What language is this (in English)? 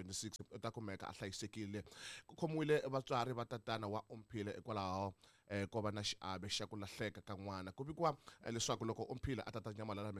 Tsonga